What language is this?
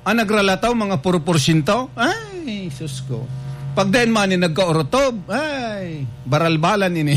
Bikol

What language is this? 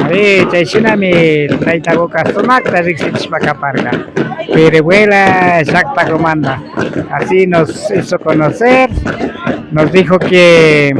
Imbabura Highland Quichua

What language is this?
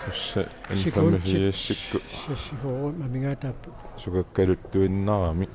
Kalaallisut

